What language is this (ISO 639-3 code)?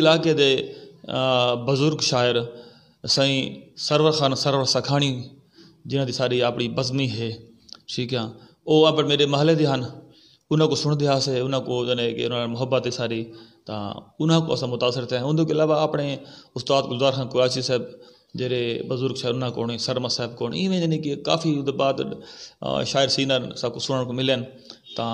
skr